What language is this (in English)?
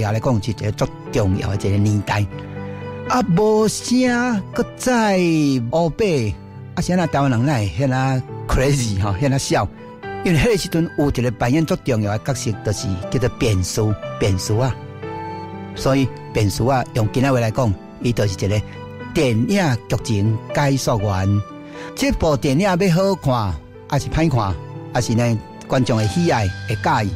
Min Nan Chinese